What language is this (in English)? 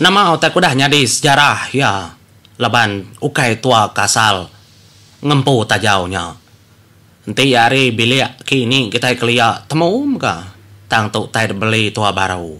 Iban